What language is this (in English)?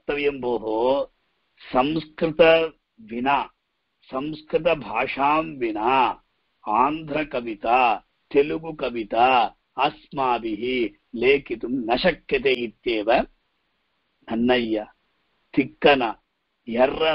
Sanskrit